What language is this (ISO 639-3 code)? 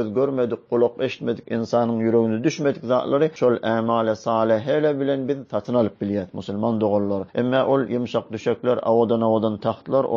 tuk